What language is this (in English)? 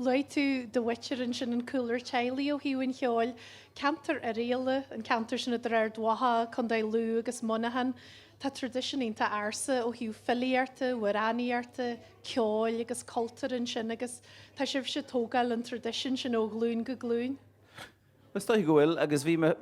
Irish